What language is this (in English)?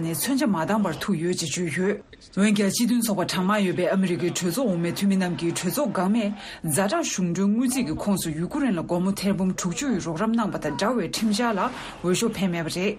Tibetan